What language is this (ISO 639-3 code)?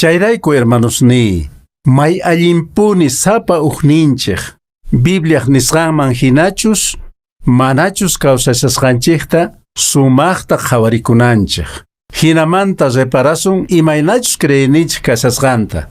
que